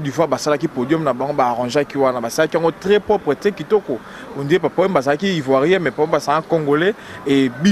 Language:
Lingala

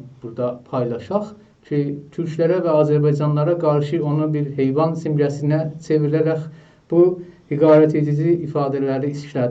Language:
South Azerbaijani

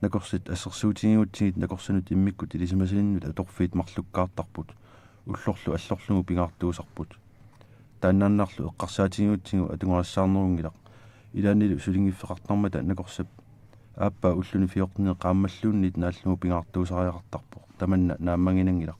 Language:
Kalaallisut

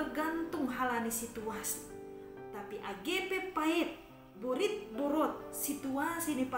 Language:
Batak Simalungun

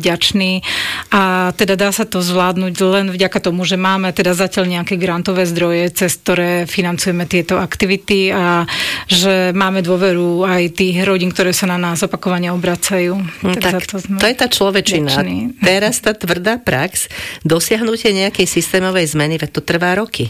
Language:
Slovak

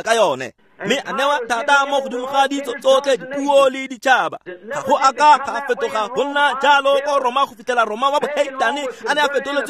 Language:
Tswana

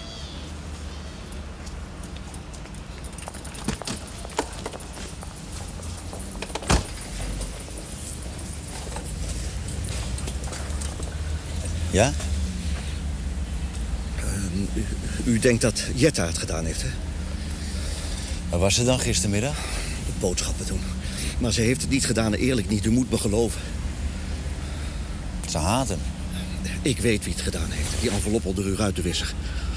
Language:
Dutch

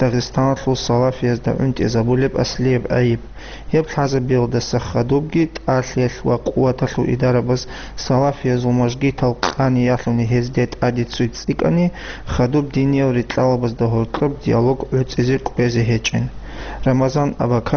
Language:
Avaric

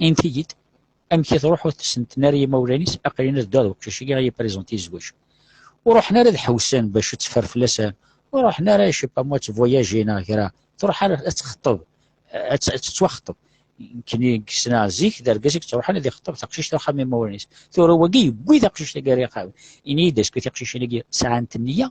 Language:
Kabyle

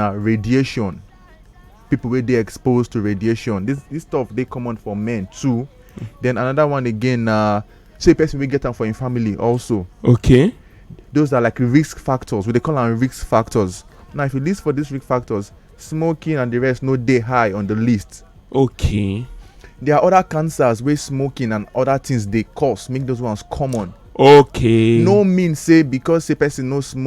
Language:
Nigerian Pidgin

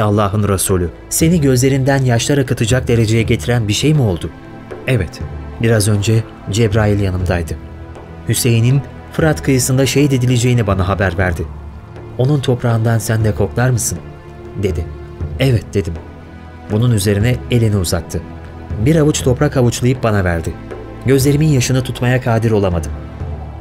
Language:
Turkish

